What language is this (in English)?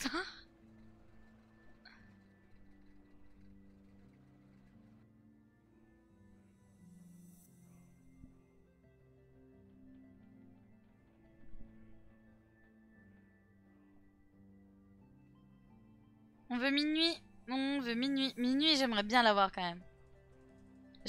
French